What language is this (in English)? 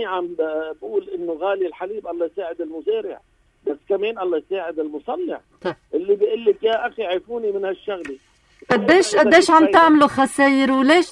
North Levantine Arabic